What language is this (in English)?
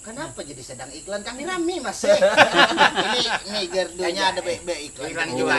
Banjar